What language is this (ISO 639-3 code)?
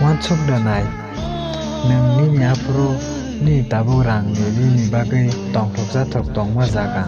trp